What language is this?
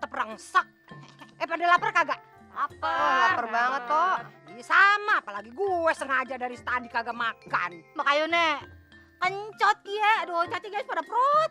Betawi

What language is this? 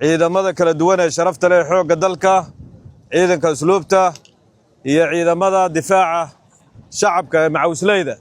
Somali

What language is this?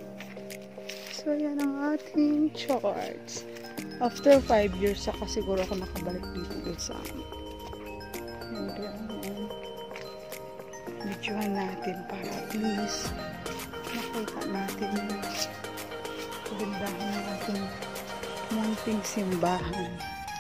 Filipino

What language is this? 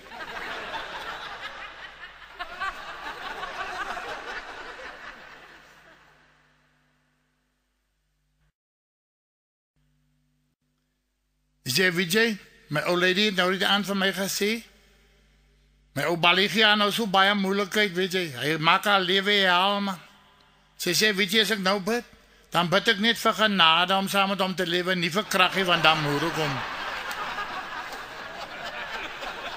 Afrikaans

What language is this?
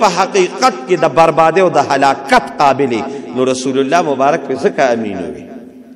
Pashto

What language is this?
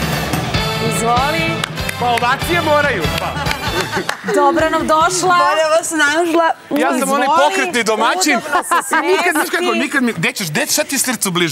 Serbian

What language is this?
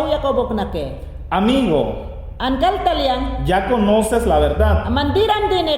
Mayangna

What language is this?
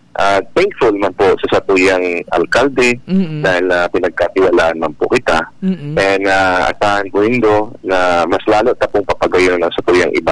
Bikol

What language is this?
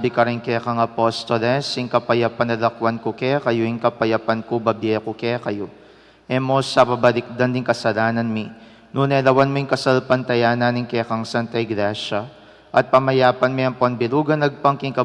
Pampanga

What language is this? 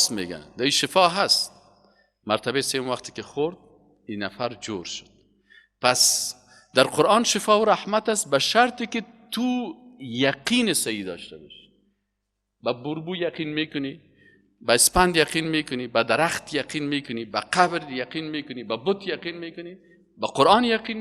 Persian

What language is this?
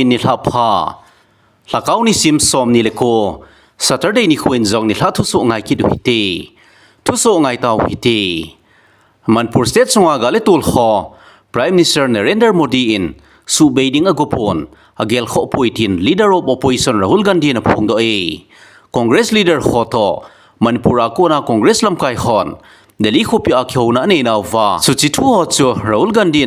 Thado Chin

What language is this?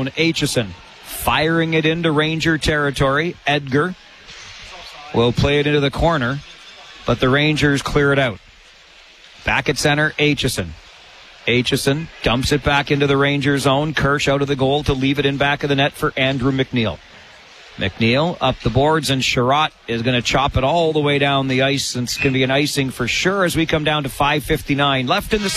English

